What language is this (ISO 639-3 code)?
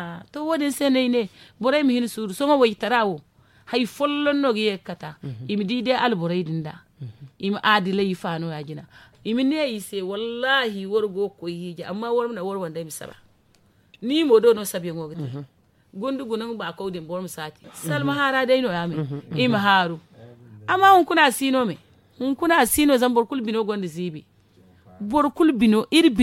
dje